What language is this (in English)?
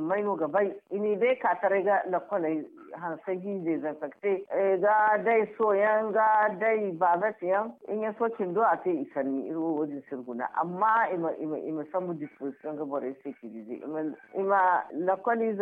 Zarma